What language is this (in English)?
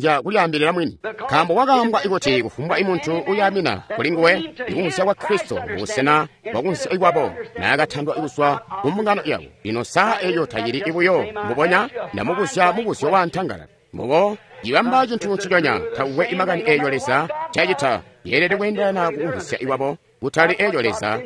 Tonga (Zambia)